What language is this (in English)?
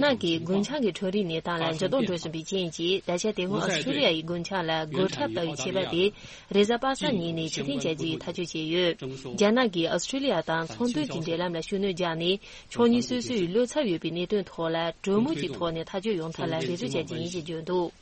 Tibetan